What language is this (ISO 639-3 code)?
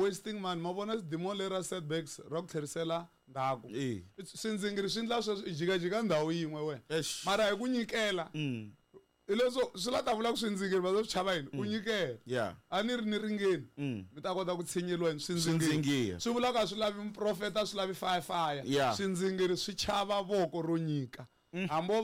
tso